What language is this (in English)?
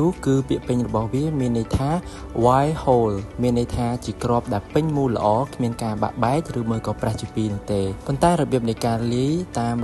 Khmer